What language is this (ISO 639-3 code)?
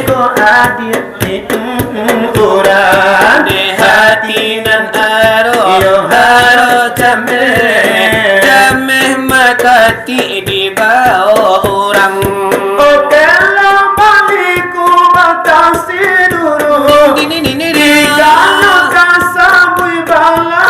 min